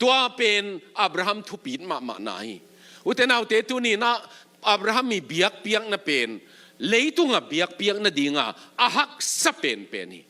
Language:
Tedim Chin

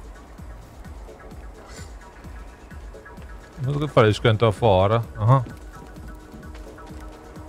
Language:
Hungarian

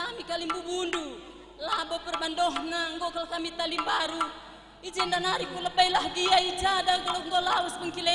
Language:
Batak Karo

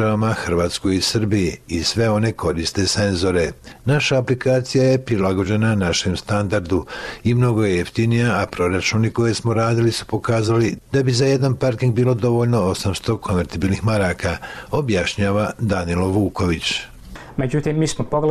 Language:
Bosnian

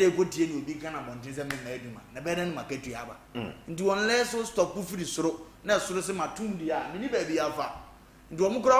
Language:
Akan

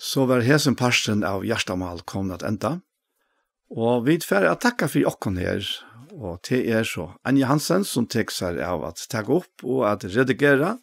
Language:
Faroese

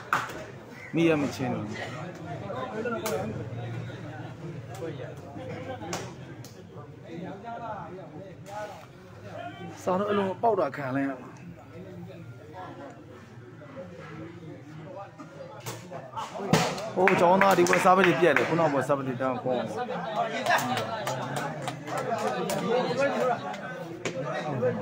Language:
Burmese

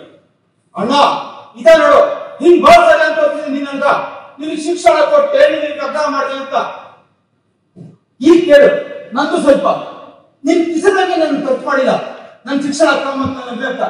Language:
Kannada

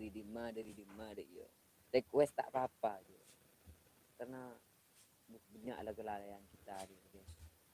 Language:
Madurese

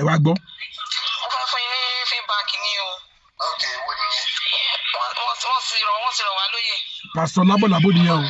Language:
Yoruba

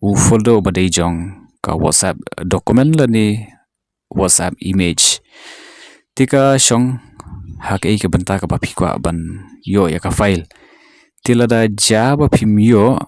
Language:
Khasi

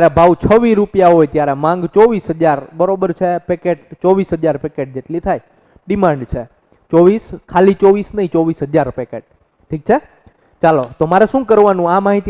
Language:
Gujarati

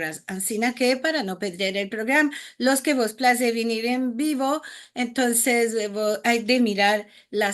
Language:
Ladino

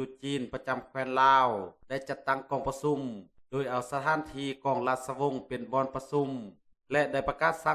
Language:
Lao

